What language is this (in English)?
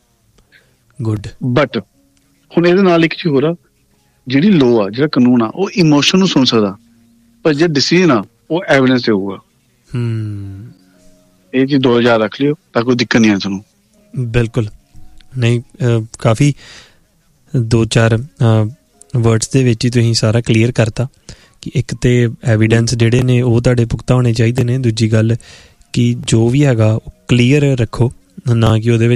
Punjabi